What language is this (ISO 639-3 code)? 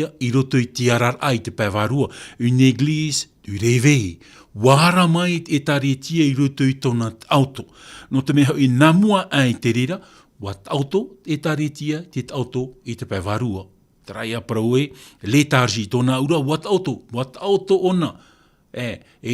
tah